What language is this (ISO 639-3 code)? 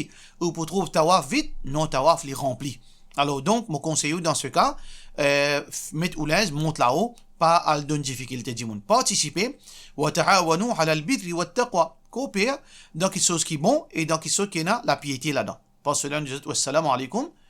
mfe